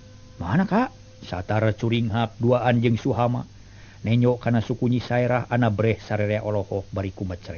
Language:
Sundanese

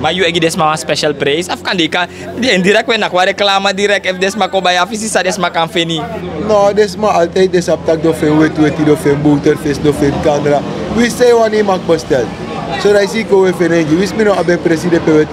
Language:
Sranan Tongo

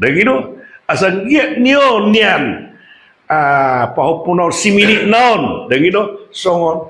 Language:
Batak Toba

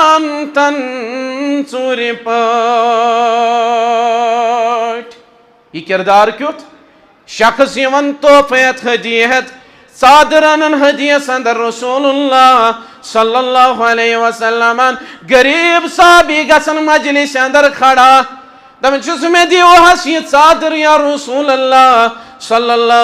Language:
Kashmiri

